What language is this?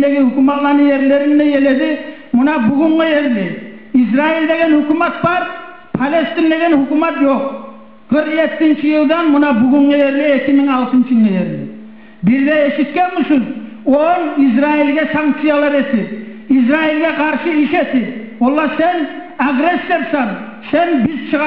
Kumyk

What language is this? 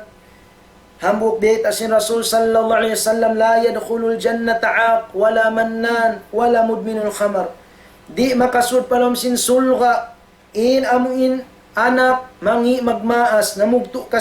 Tausug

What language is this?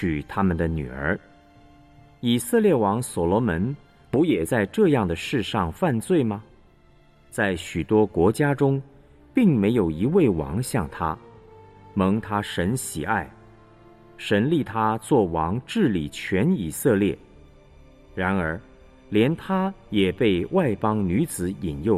Chinese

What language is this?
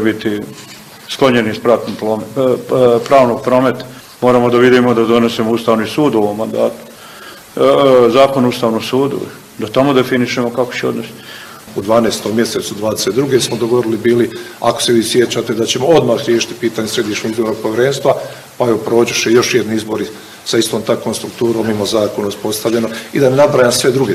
Bosnian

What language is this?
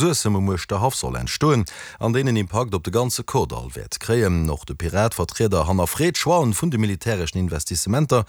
Luxembourgish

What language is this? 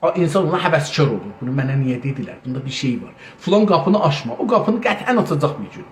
South Azerbaijani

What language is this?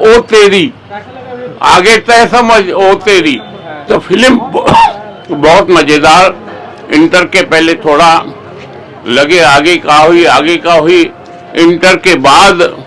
Chhattisgarhi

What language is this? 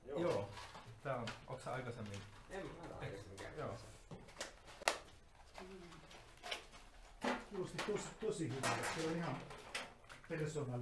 Finnish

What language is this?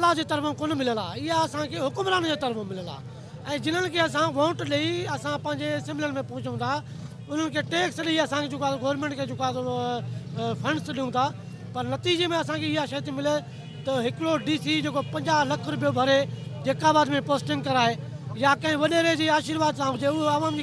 Sindhi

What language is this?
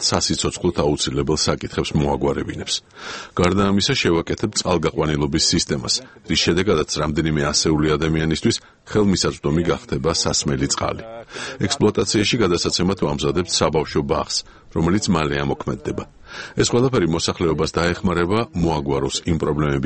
Georgian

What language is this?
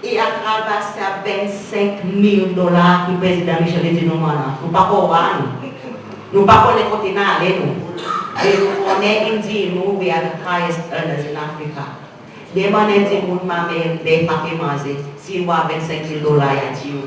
Seselwa Creole French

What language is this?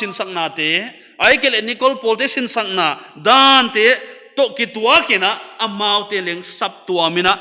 Paite Chin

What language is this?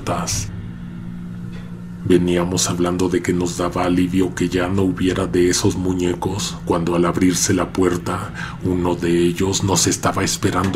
Spanish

